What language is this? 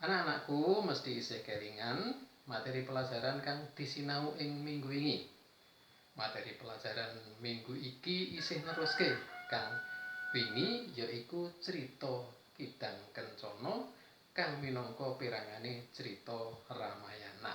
Javanese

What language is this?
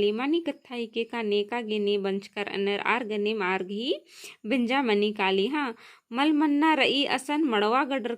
Kurukh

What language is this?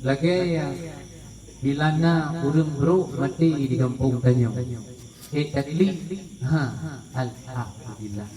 Achinese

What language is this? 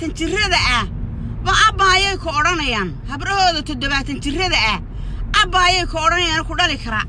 Somali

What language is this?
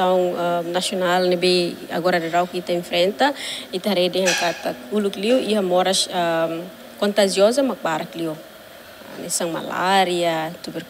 Tetum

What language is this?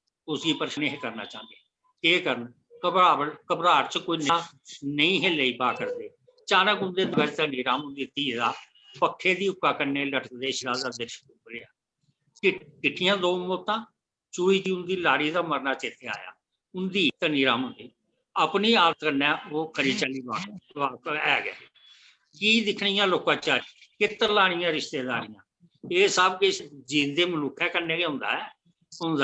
Dogri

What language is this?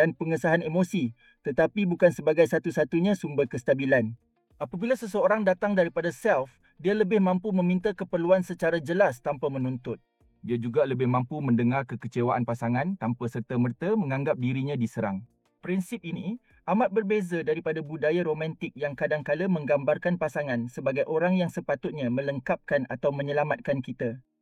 Malay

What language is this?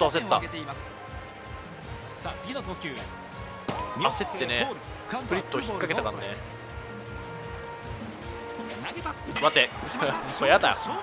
Japanese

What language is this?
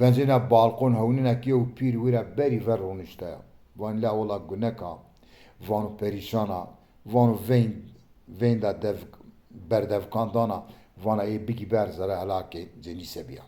Zaza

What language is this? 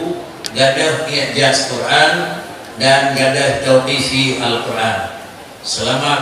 Achinese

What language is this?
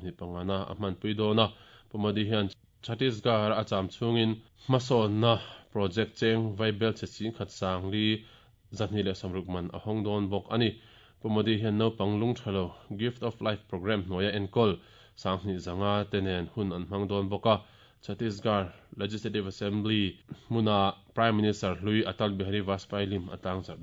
Mizo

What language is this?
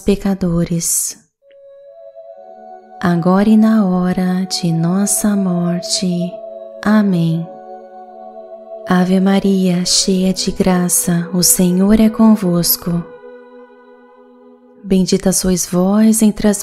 Portuguese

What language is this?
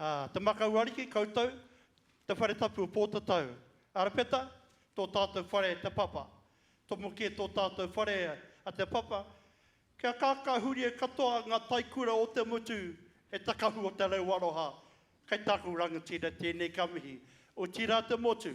Māori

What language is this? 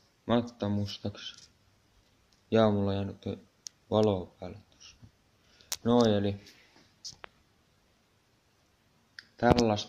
Finnish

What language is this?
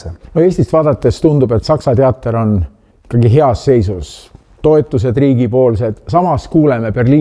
Estonian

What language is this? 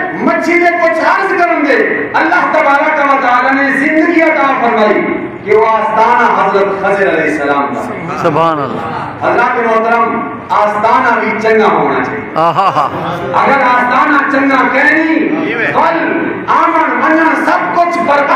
Saraiki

